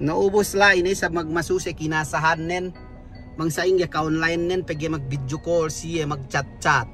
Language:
Yakan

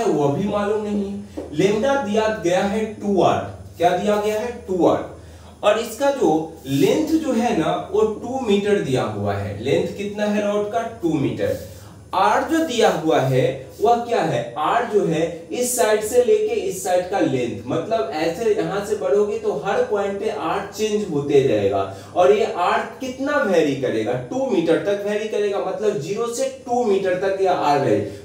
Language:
Hindi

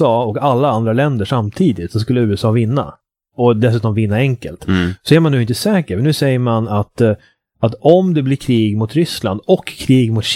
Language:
Swedish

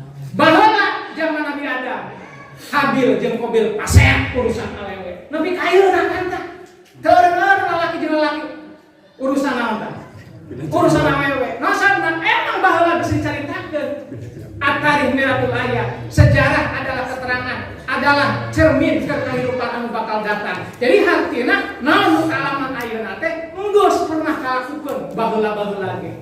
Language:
Sundanese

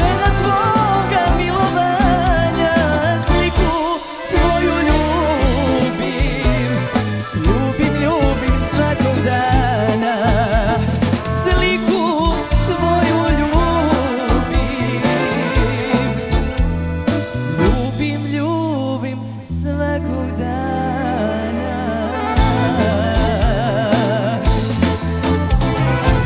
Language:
Croatian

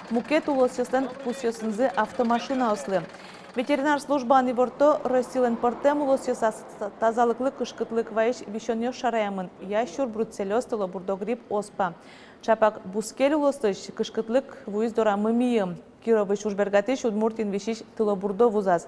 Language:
Udmurt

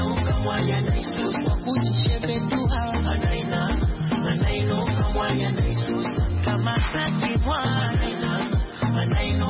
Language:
Swahili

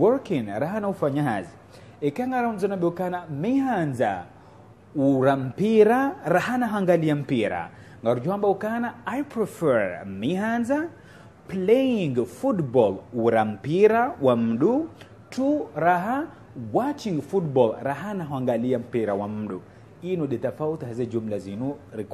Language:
Ngazidja Comorian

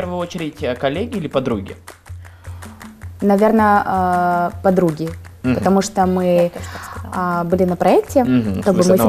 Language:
Russian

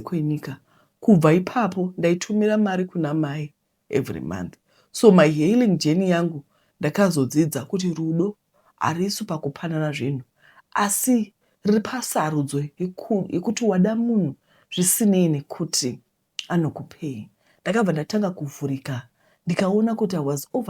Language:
Shona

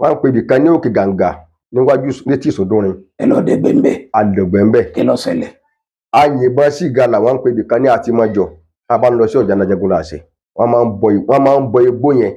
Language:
Yoruba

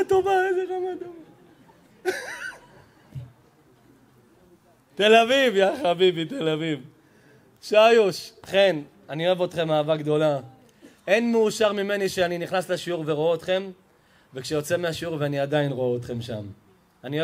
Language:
Hebrew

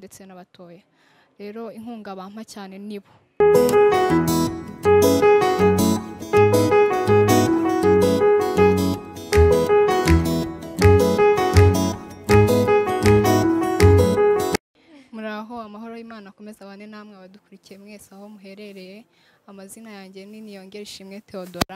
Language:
Kinyarwanda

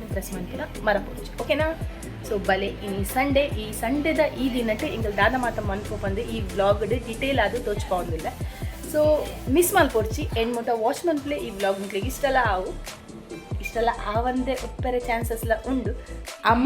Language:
Tulu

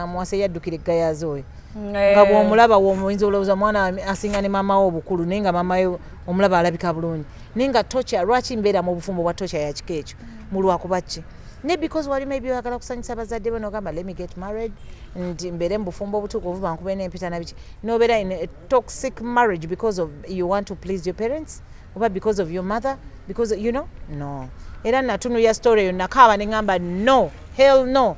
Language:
Ganda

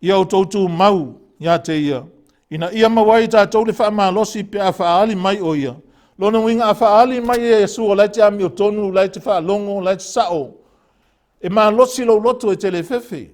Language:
Samoan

